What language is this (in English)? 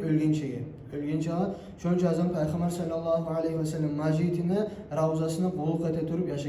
Kumyk